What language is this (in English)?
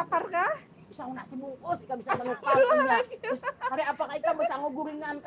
Banjar